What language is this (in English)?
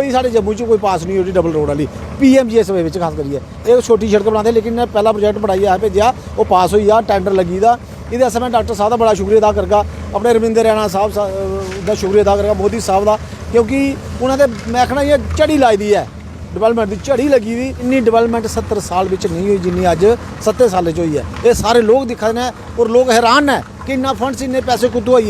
Dogri